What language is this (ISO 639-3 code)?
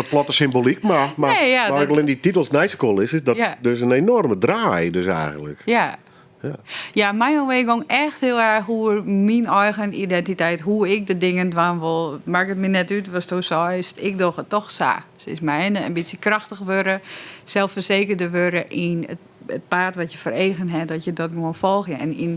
fry